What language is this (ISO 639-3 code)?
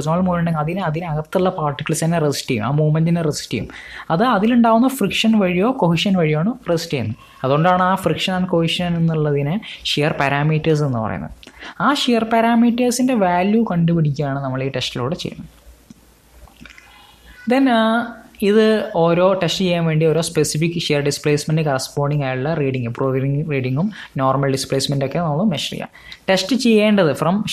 mal